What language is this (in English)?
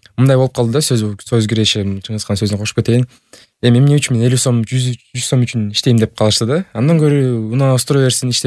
Kyrgyz